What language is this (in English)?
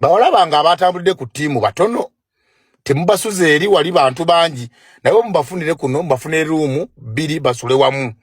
Ganda